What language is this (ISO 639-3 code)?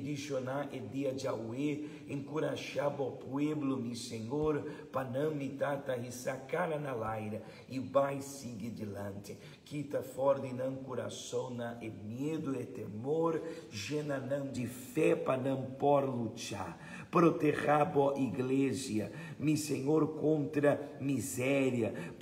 pap